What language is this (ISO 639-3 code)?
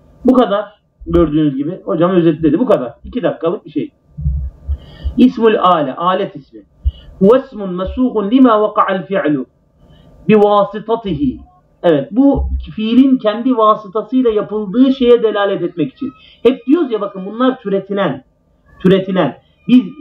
tur